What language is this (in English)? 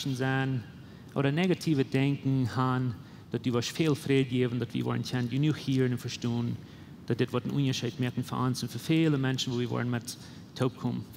Plautdietsch